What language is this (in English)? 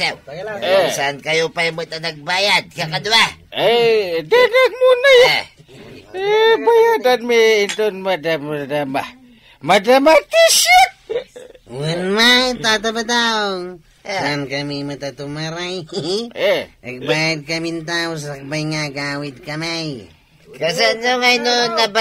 Iloko